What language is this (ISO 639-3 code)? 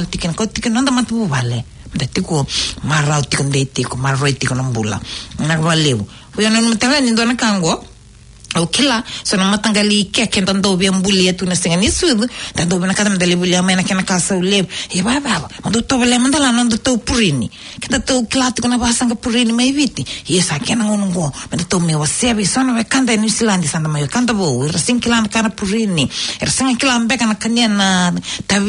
fij